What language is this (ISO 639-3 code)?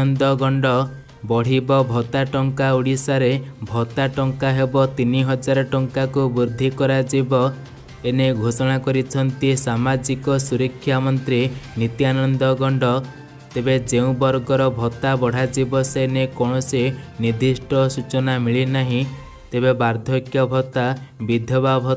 ori